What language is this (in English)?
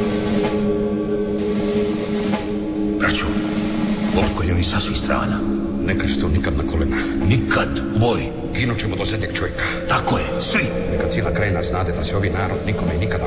Croatian